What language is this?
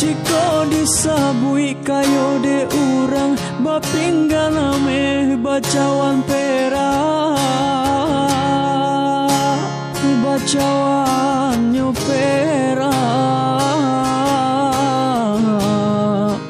Minangkabau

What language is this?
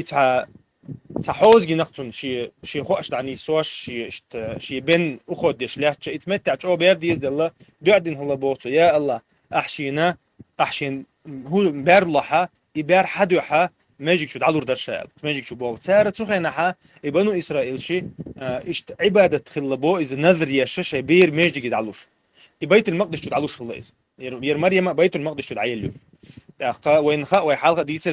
Chechen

